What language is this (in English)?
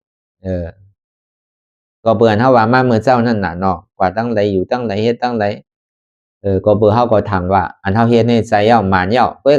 Shan